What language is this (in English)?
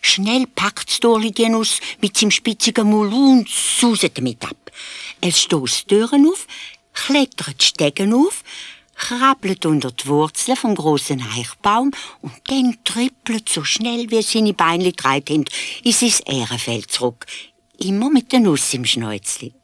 Swiss German